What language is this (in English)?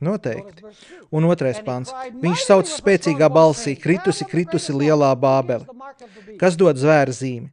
Latvian